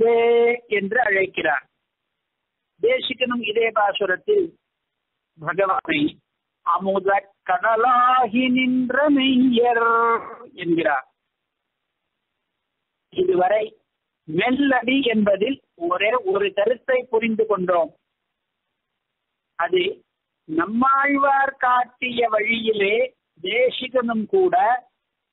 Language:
Tamil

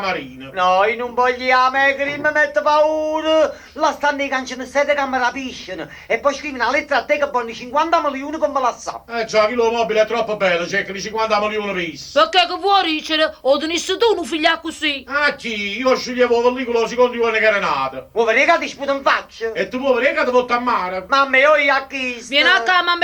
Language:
Neapolitan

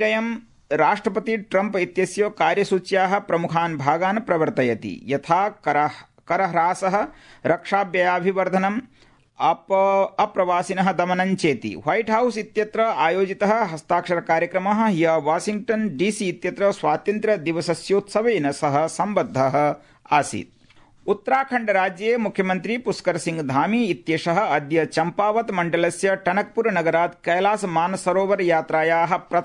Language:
Sanskrit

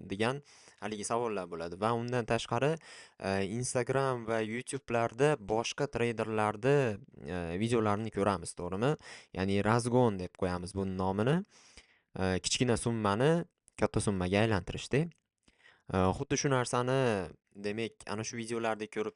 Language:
Uzbek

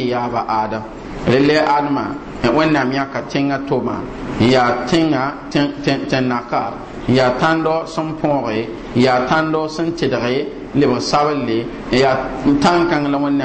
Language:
Mossi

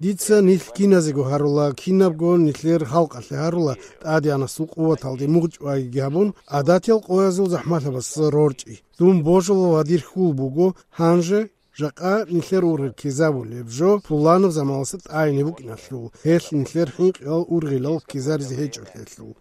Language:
Avaric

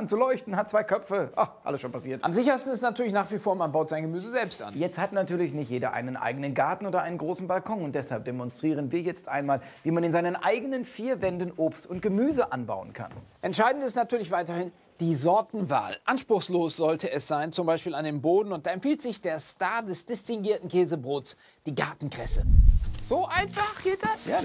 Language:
German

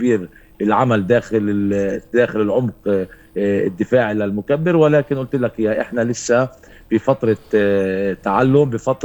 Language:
North Levantine Arabic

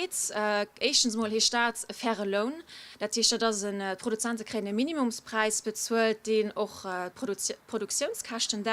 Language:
Luxembourgish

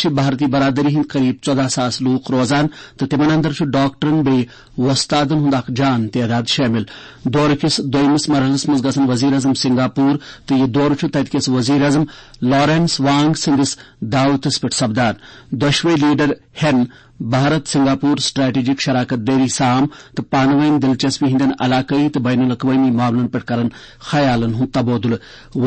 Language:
Kashmiri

